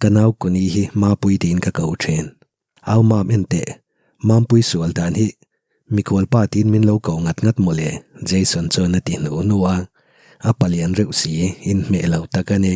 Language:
Mizo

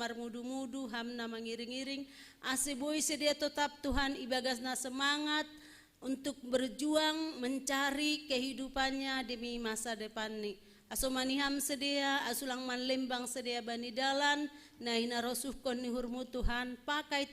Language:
Batak Simalungun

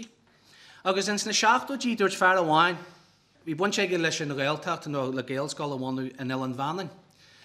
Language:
Irish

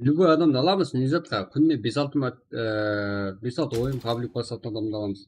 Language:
Kara-Kalpak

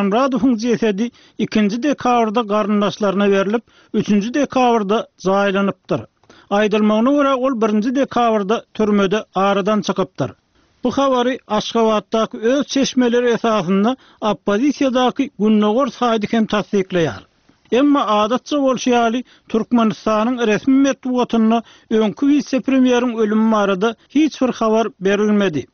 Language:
Turkmen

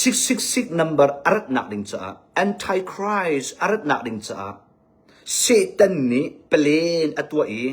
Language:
Hakha Chin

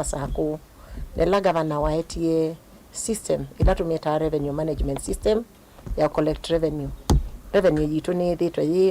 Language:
Kamba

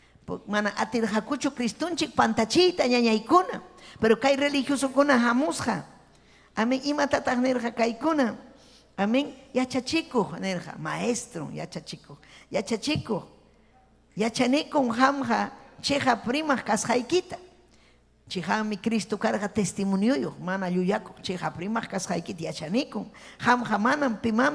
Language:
Ayacucho Quechua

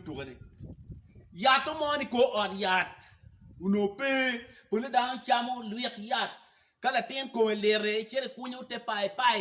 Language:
Acoli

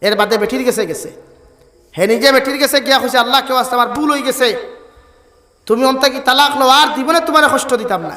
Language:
Sylheti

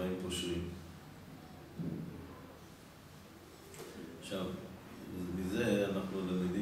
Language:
Hebrew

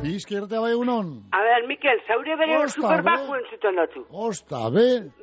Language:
Basque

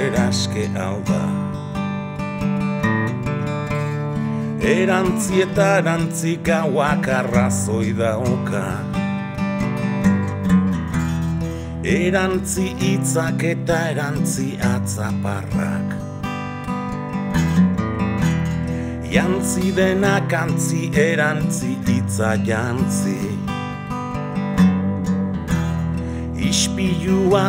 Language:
Basque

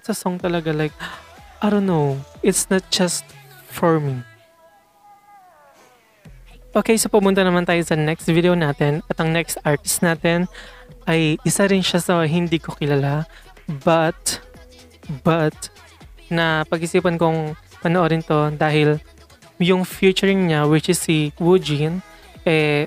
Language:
Filipino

